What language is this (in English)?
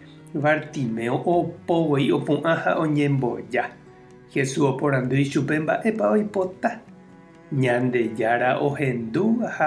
Guarani